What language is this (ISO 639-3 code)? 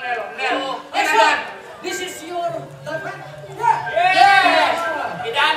ban